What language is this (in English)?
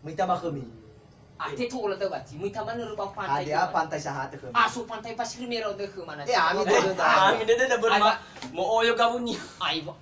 Nias